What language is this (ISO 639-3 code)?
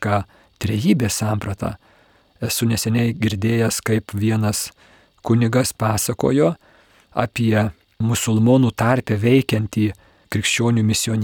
lit